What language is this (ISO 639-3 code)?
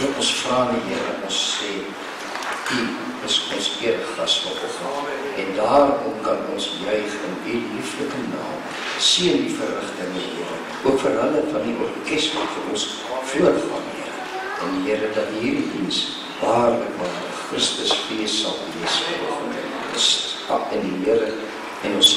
afr